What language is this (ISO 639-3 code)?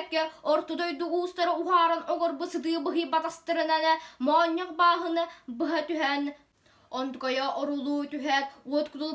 sah